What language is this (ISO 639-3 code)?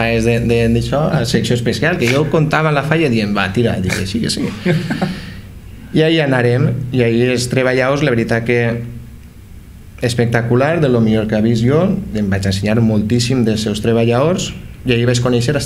cat